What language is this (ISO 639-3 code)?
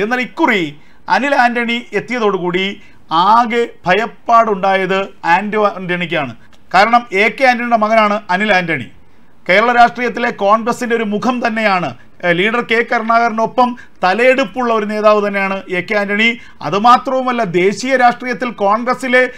mal